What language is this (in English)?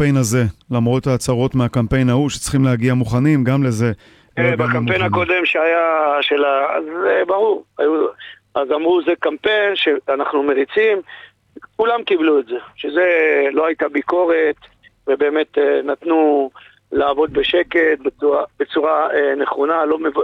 Hebrew